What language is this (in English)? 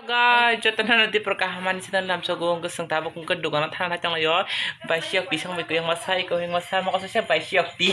Kok Borok